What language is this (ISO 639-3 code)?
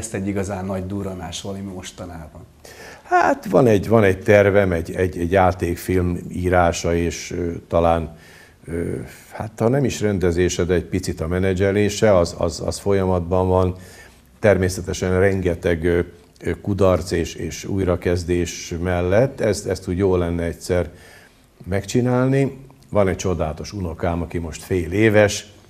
hun